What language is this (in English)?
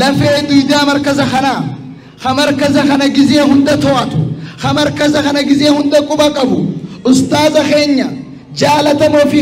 Oromo